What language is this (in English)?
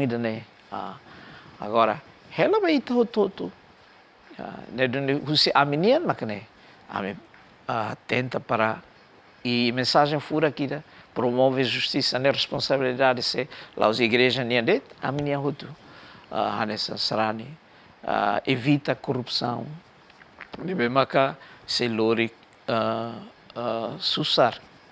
Tetum